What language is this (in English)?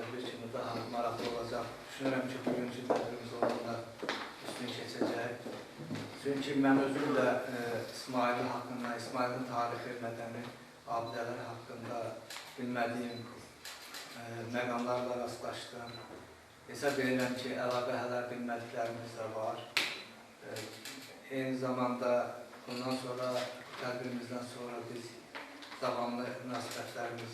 Azerbaijani